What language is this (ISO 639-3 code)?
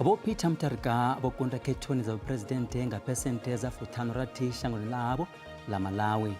ven